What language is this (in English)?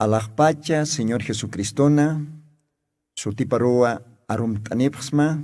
Aymara